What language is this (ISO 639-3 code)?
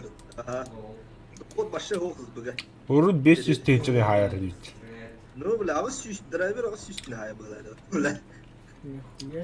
sah